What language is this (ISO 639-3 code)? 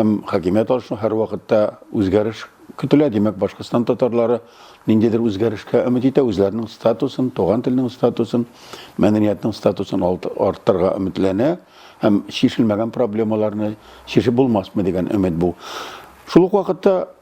tat